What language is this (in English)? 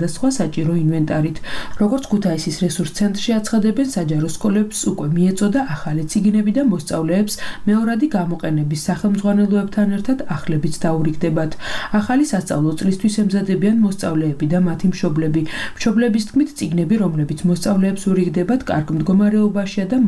Georgian